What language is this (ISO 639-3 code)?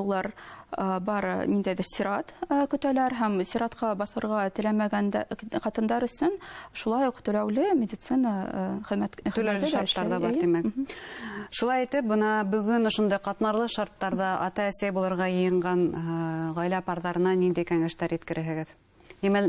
bak